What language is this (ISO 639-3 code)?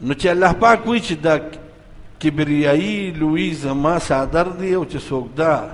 pus